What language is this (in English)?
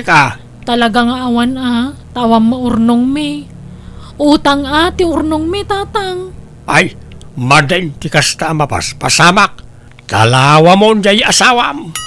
Iloko